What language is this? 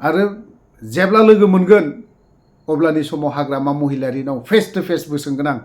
Bodo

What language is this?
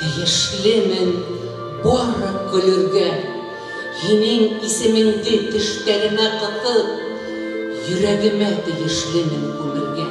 Bashkir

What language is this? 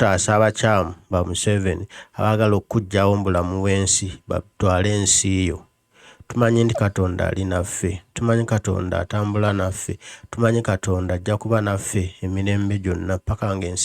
Ganda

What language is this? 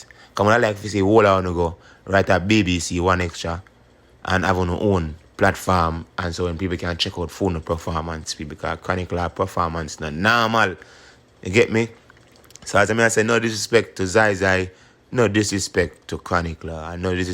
Jamaican Creole English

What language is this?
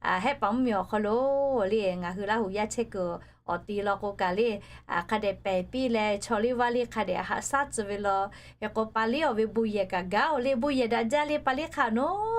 Lahu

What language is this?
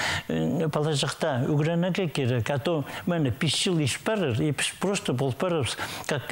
Khakas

